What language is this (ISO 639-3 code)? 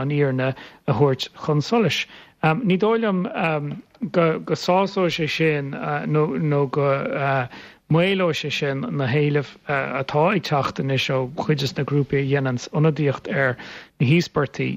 gle